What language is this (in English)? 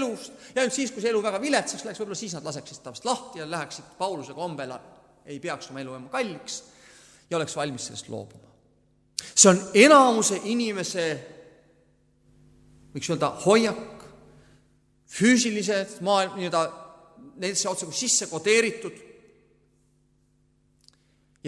Estonian